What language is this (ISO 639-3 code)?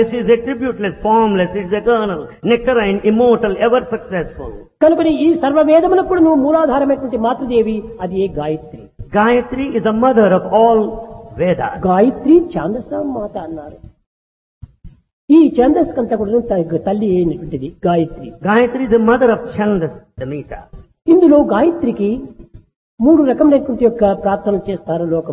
tel